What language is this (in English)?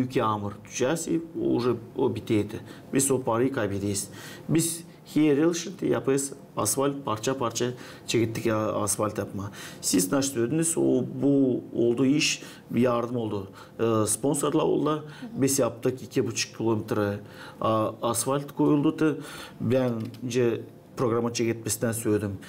Gagauz